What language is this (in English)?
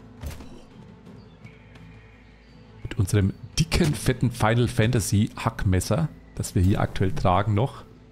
German